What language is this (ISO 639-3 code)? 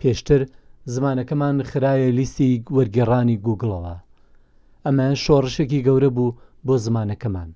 ckb